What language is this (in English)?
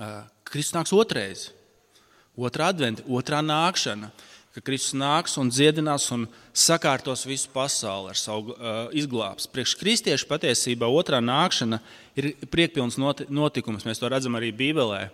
Latvian